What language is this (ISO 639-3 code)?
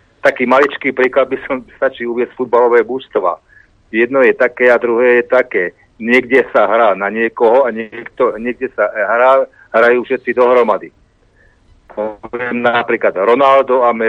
slk